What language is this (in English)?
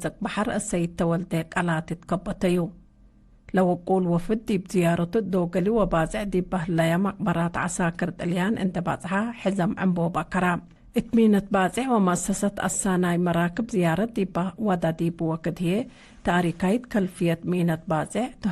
Tigre